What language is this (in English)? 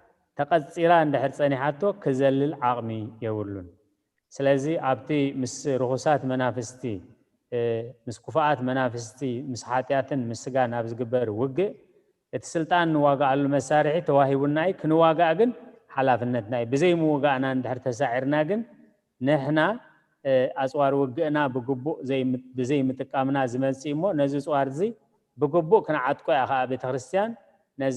Tigrinya